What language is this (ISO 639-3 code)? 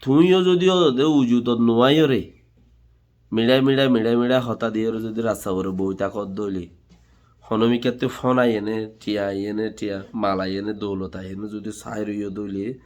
rhg